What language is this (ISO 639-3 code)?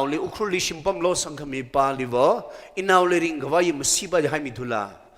nmf